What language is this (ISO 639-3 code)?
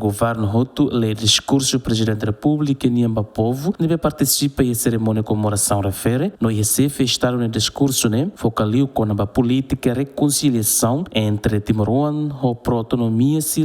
tet